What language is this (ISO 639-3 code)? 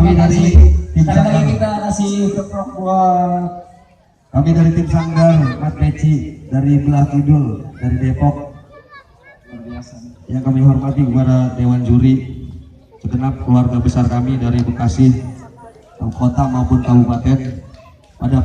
bew